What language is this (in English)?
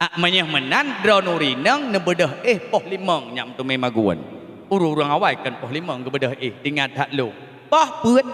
Achinese